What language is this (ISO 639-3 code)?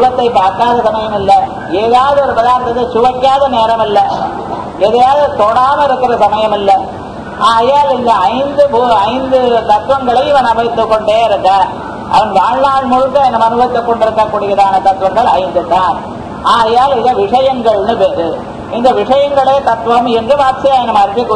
tam